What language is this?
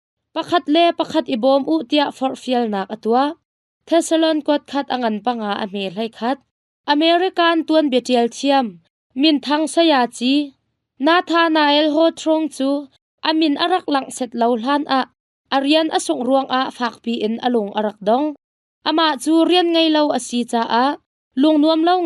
Hakha Chin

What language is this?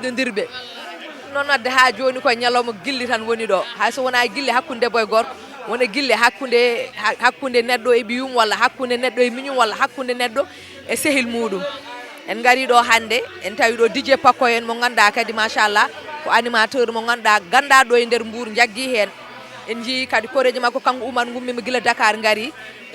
Fula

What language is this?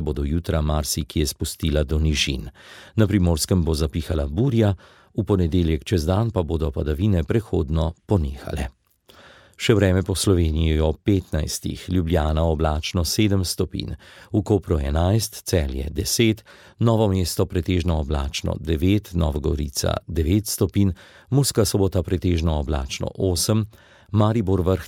Slovenian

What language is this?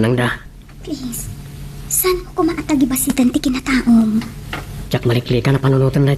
Iloko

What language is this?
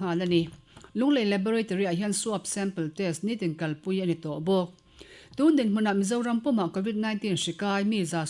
Mizo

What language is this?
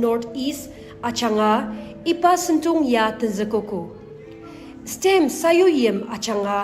Ao Naga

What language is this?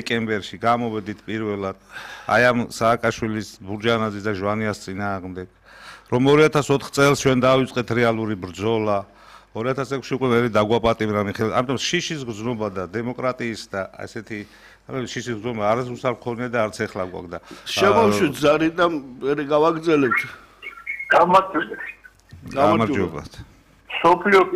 Georgian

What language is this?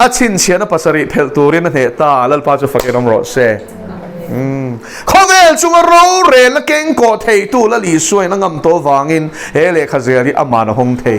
Mizo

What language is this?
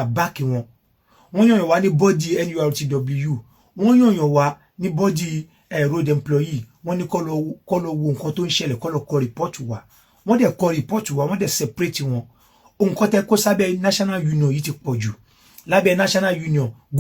Yoruba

